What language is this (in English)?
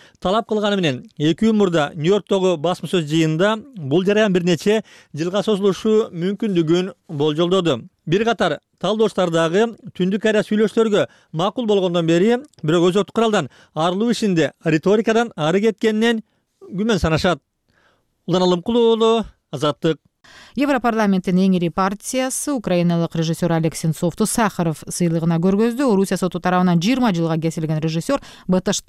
Kyrgyz